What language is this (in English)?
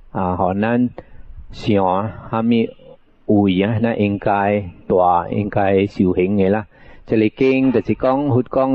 Min Nan Chinese